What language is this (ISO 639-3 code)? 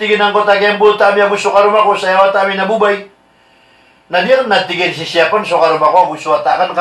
mrw